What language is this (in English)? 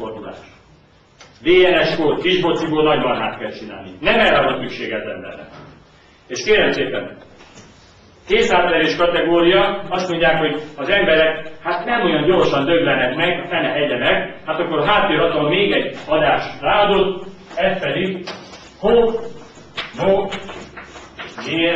Hungarian